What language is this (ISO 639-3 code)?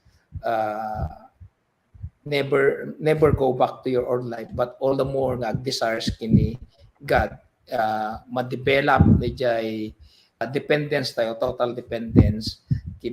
ilo